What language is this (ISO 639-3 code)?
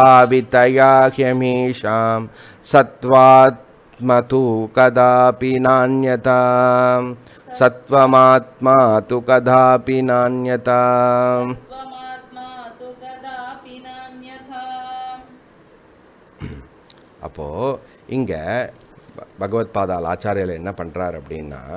tam